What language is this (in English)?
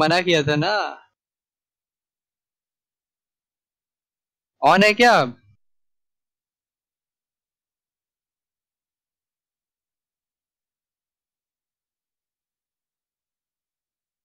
Hindi